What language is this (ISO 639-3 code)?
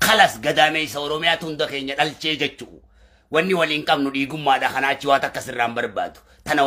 orm